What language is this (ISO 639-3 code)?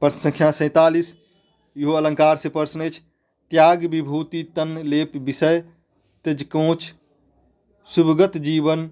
mai